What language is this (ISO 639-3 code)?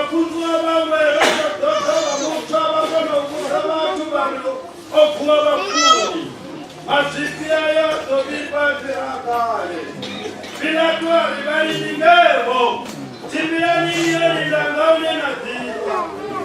ven